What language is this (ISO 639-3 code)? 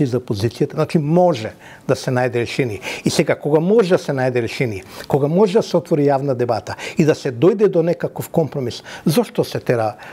mkd